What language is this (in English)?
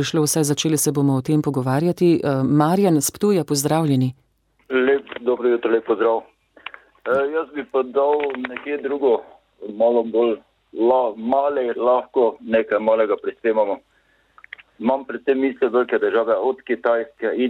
Slovenian